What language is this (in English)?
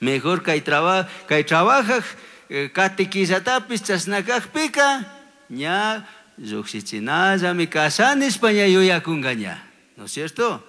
Chimborazo Highland Quichua